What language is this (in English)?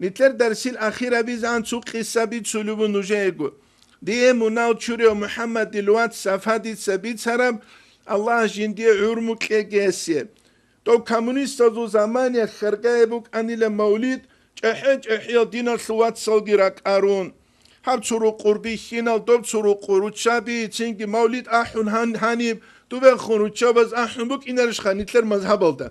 Avaric